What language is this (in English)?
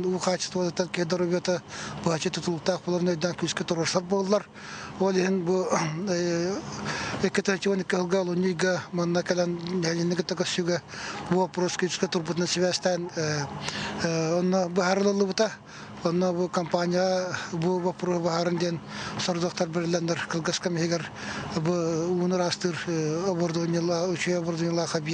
Yakut